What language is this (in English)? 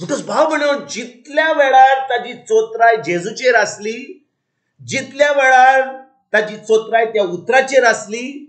Konkani